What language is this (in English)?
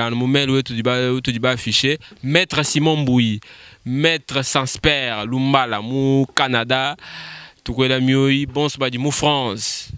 Luba-Lulua